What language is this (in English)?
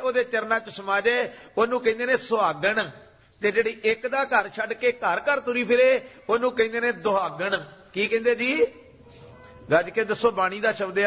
Punjabi